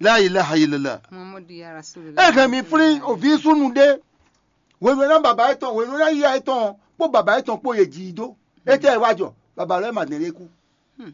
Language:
Fon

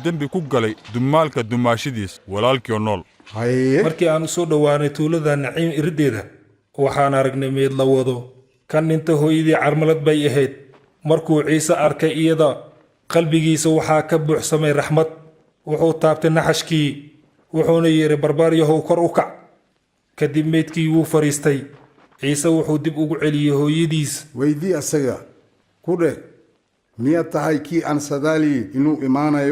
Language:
Somali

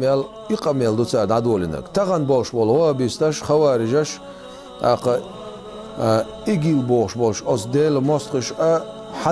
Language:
Chechen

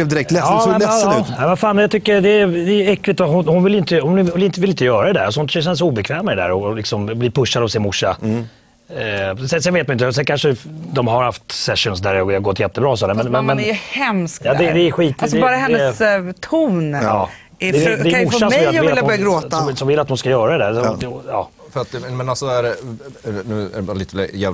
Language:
Swedish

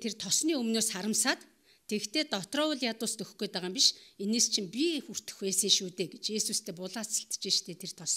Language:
Mongolian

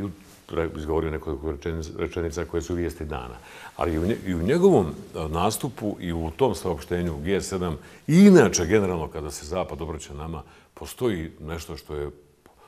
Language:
Bosnian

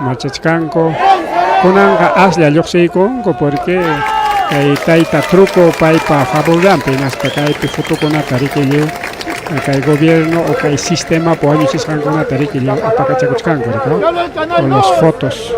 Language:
Ayacucho Quechua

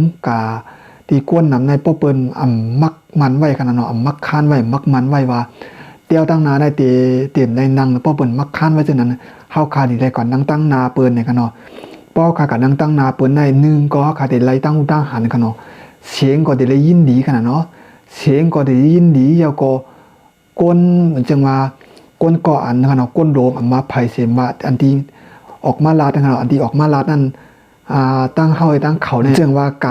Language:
Shan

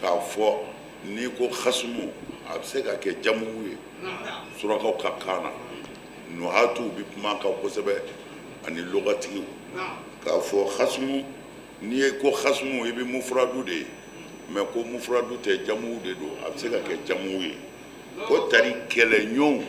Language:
Bambara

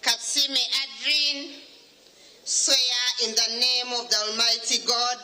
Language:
Nyankole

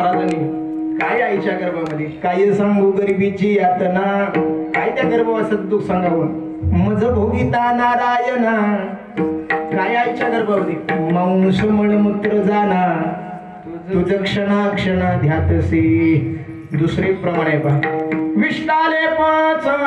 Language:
Marathi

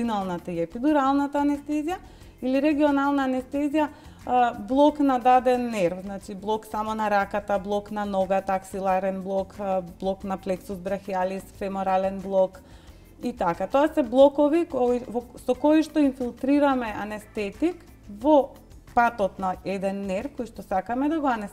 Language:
Macedonian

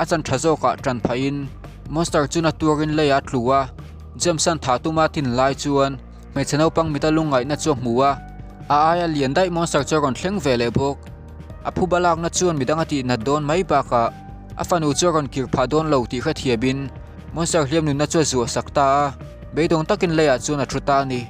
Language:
Mizo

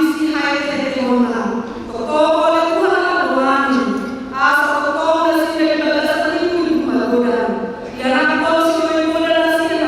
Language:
Batak Toba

